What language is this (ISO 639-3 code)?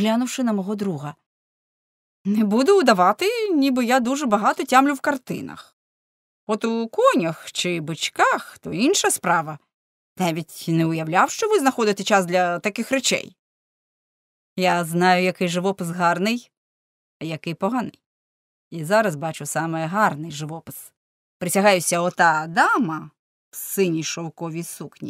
ukr